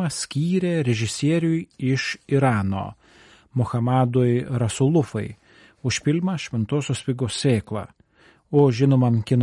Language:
Lithuanian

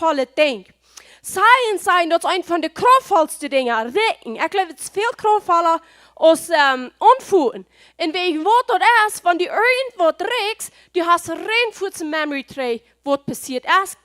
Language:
Plautdietsch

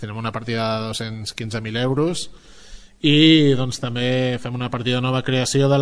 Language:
Catalan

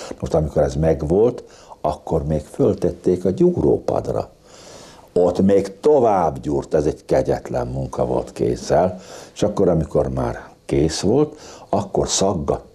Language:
Hungarian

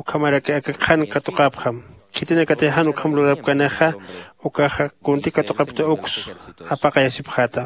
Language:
Aymara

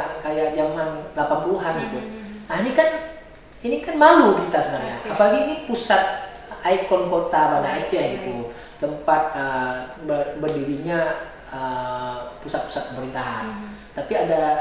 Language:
Indonesian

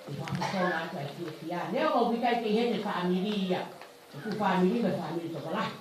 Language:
Tongan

